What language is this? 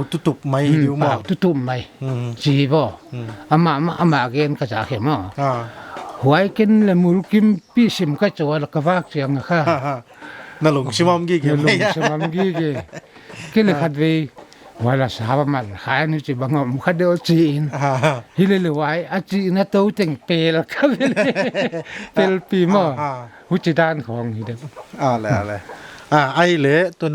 Paite Chin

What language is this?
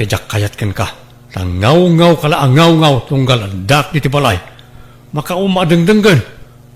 Iloko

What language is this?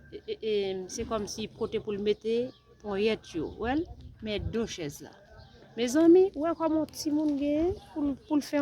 Haitian Creole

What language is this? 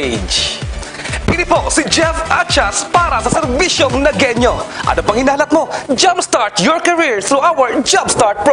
Bikol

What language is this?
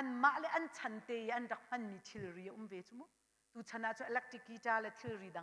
Hakha Chin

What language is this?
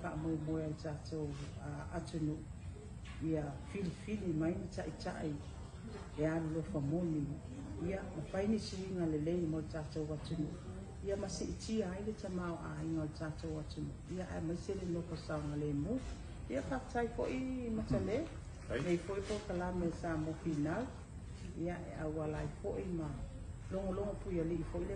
Samoan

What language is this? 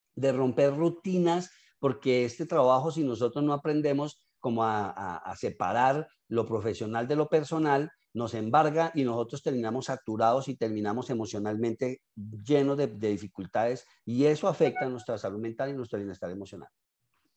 Spanish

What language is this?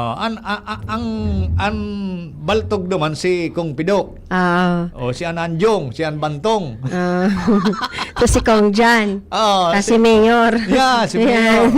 Bikol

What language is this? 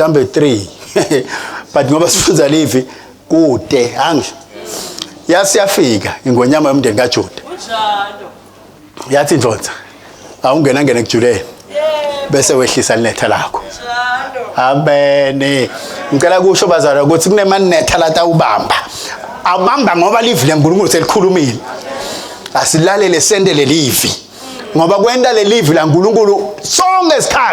Swati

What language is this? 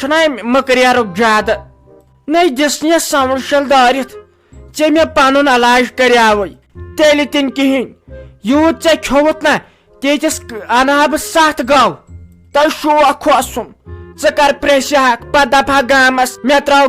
Kashmiri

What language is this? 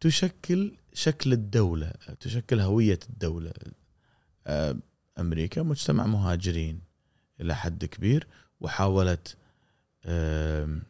Gulf Arabic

